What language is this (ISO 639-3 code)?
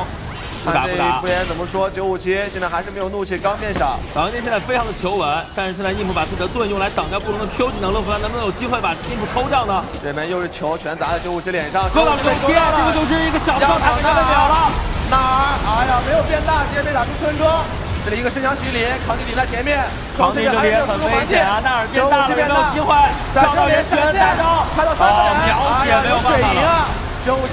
zho